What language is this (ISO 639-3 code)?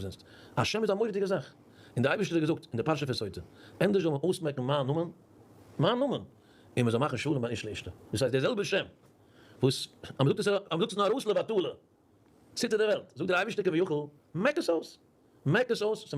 yid